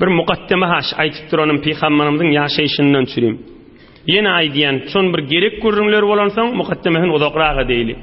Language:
Turkmen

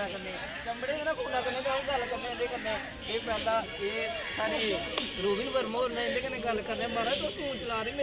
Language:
Dogri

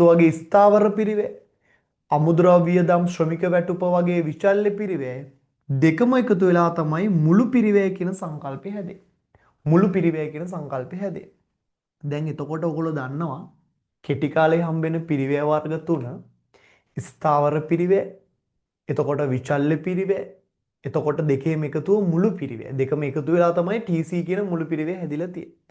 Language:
Sinhala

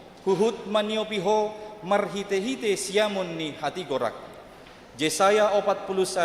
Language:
Batak Toba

